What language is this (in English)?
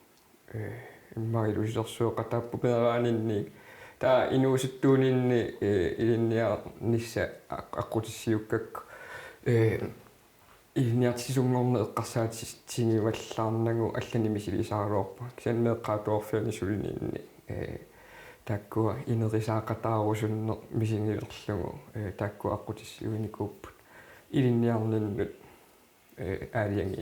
Kalaallisut